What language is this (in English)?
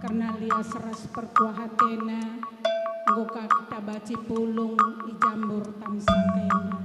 Batak Karo